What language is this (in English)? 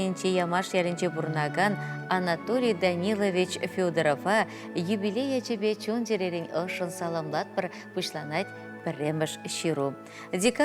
Chuvash